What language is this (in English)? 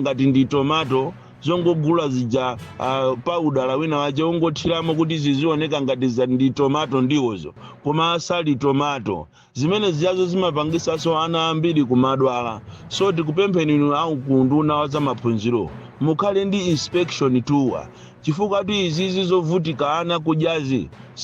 Nyanja